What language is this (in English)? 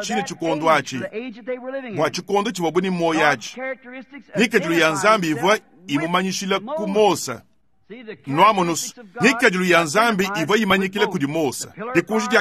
Luba-Lulua